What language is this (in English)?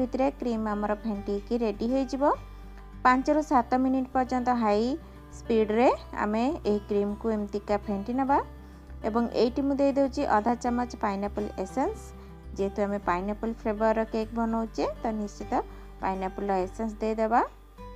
Odia